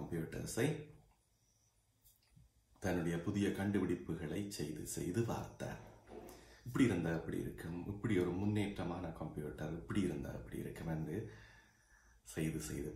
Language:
Tamil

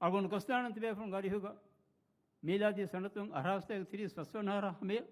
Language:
Divehi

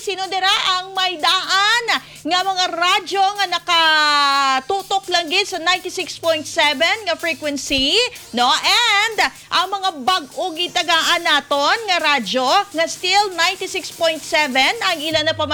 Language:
Hiligaynon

